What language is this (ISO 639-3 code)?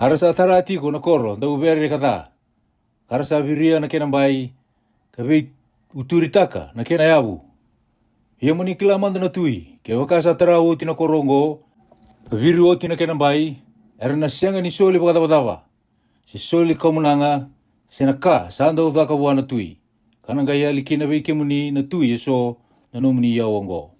fij